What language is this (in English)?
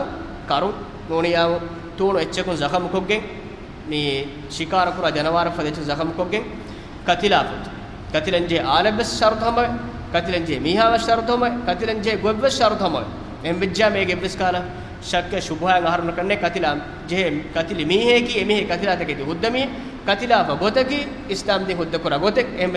Divehi